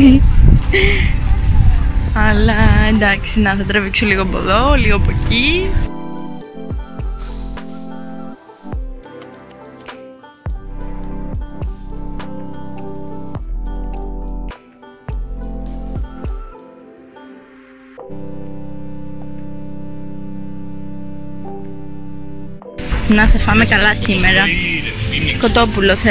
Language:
Greek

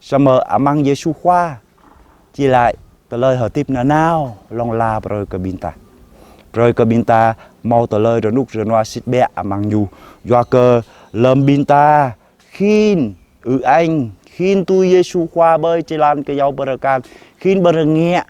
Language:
Jarai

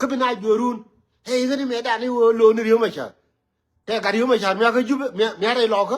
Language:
Nuer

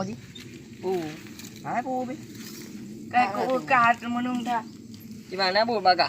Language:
Achinese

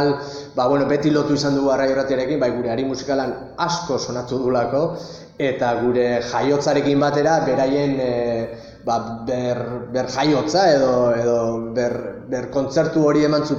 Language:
Basque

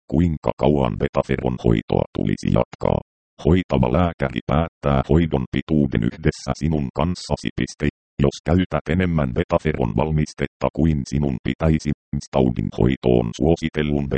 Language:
Finnish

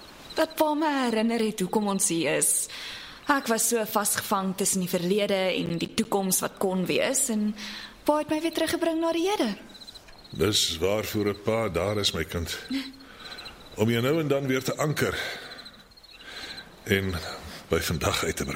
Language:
Afrikaans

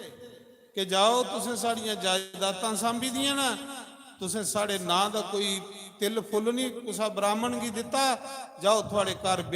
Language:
Dogri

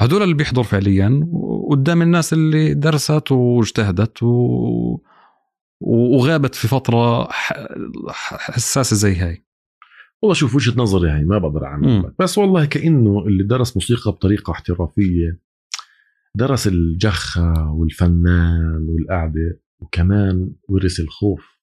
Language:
North Levantine Arabic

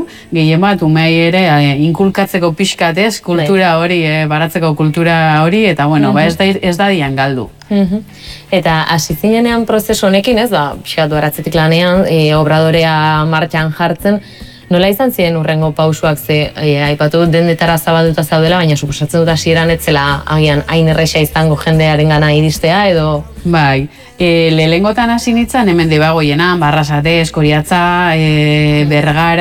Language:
Basque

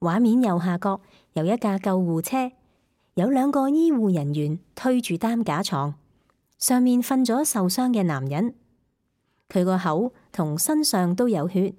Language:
Cantonese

